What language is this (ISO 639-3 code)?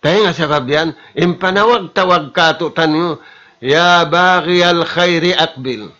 tsg